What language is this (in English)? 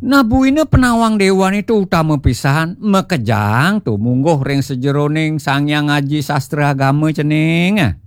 Balinese